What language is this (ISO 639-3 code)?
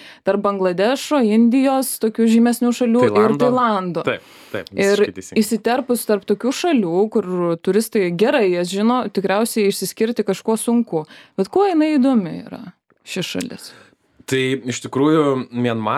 lit